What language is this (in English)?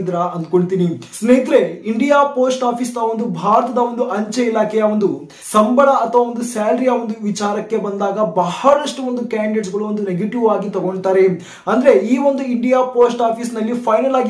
Kannada